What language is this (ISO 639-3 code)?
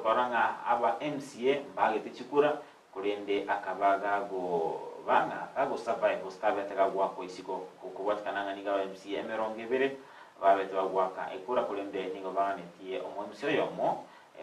guz